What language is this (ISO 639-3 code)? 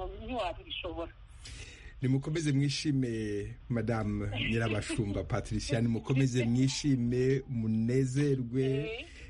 kin